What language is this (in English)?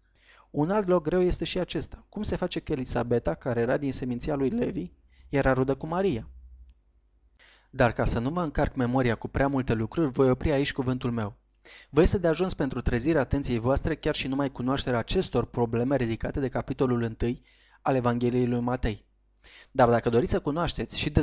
Romanian